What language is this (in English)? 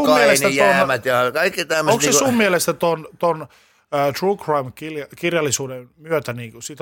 Finnish